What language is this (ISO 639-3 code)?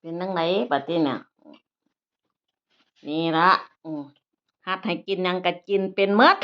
tts